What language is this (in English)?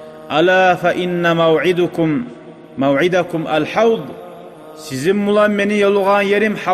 Kumyk